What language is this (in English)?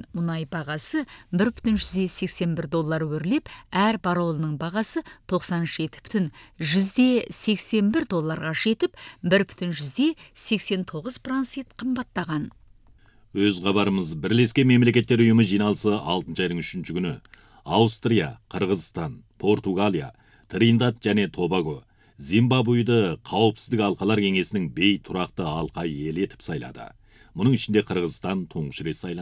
Kazakh